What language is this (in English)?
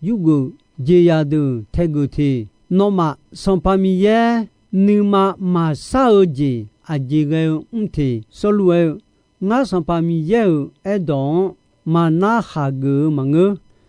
Akha